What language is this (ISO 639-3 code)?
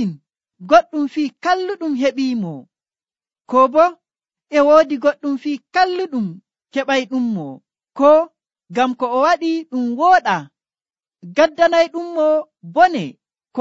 fuv